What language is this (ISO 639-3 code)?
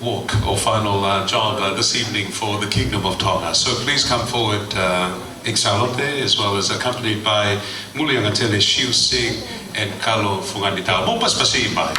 ton